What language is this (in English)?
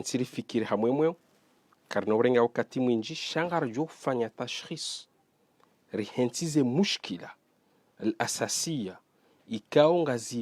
Ngazidja Comorian